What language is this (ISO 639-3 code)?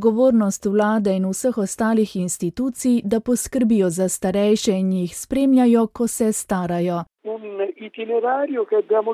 slv